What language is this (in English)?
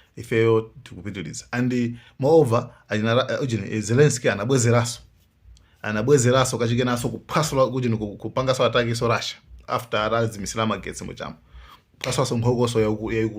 Nyanja